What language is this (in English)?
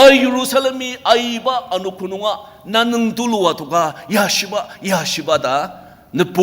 Ao Naga